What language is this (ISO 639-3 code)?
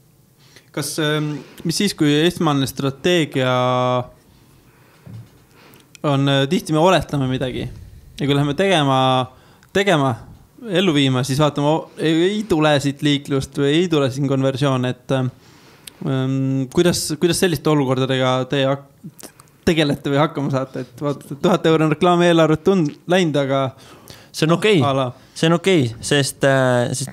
est